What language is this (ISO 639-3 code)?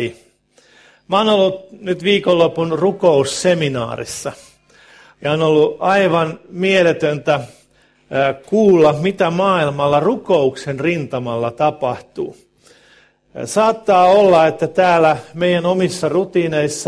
fin